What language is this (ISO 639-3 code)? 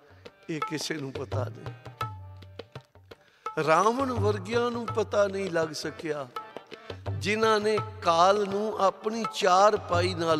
pan